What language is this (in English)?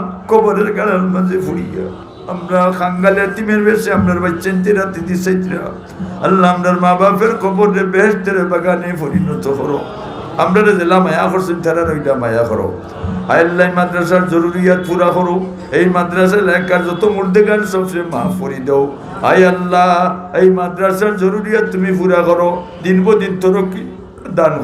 Sylheti